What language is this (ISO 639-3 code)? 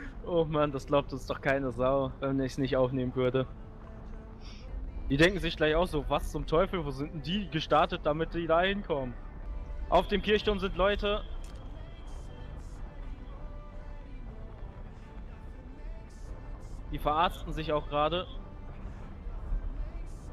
deu